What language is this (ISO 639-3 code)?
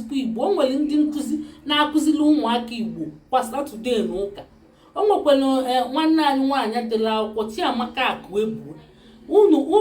ibo